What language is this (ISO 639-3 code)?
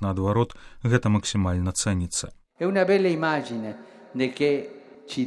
bel